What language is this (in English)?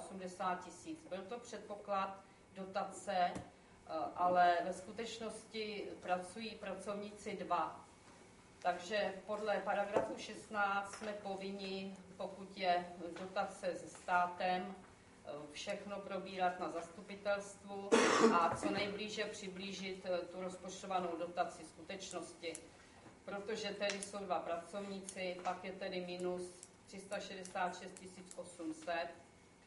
Czech